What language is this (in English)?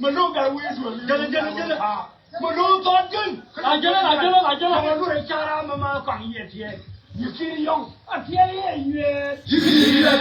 Nuer